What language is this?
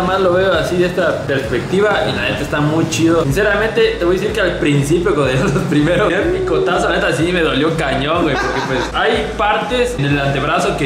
Spanish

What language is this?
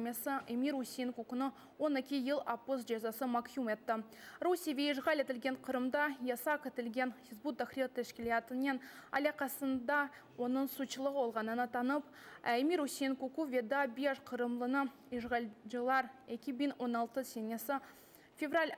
Crimean Tatar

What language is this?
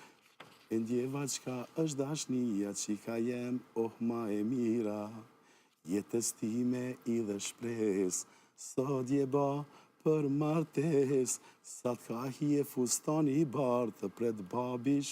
Albanian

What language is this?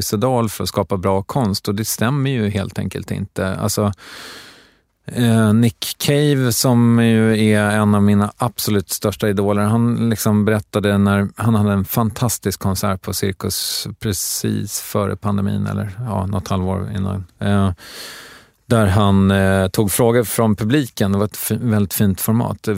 Swedish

